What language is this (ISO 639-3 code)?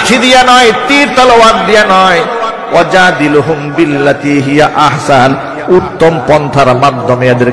ben